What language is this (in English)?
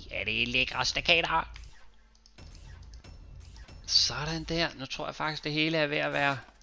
Danish